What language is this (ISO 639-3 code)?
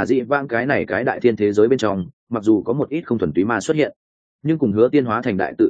vie